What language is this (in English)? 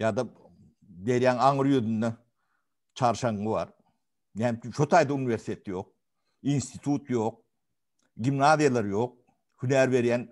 Turkmen